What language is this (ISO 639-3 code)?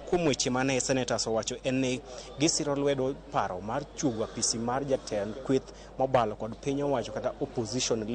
luo